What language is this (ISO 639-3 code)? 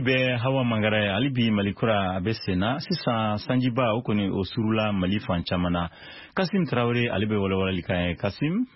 bam